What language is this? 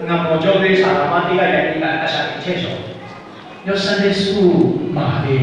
Lahu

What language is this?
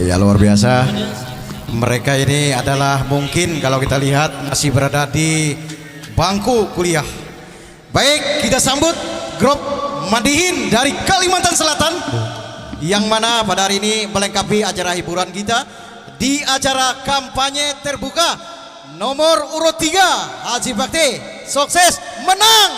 Banjar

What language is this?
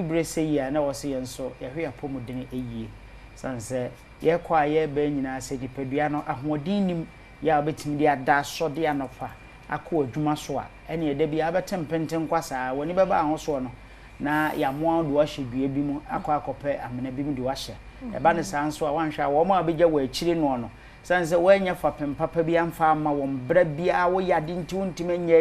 Akan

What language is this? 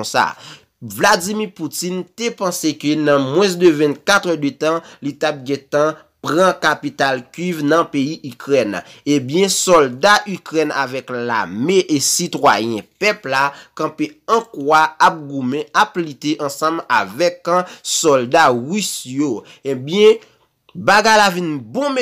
Haitian Creole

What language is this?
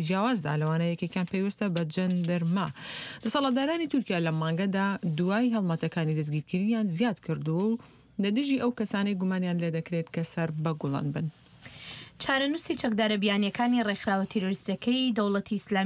Central Kurdish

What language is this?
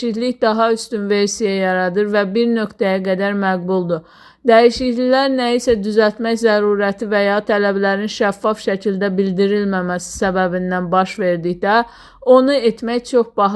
Azerbaijani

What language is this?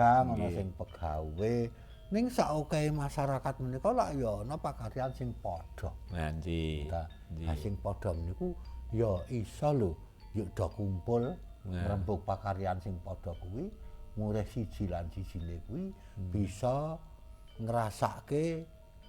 Javanese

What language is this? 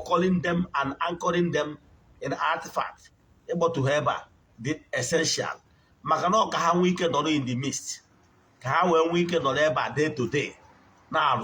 Igbo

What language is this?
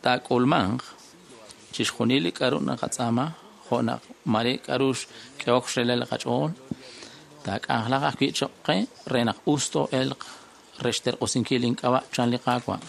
Kekchí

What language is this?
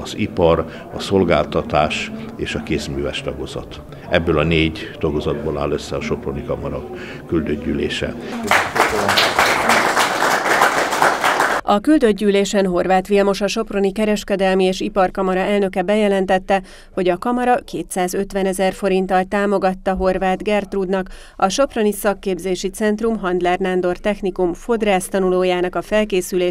Hungarian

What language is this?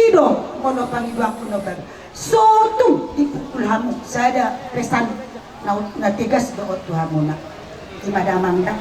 Batak Toba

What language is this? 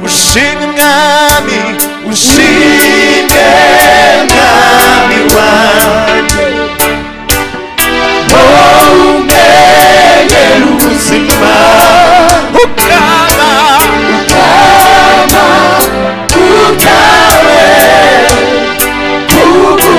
Kinyarwanda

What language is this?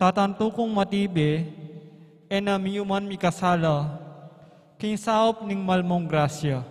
Pampanga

